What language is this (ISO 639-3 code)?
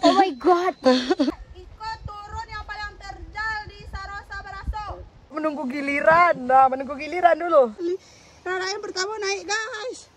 min